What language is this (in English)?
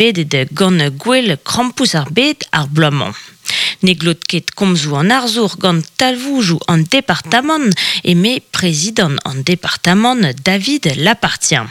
Breton